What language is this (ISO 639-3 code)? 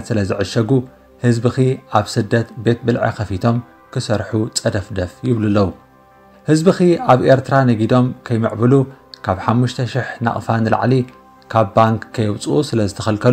tir